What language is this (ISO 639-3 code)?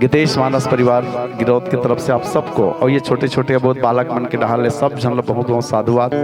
hne